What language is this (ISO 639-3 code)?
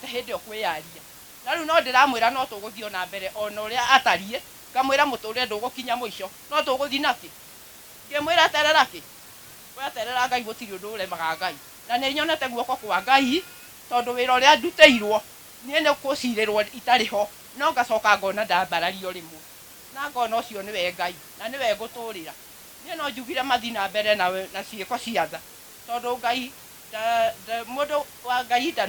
kik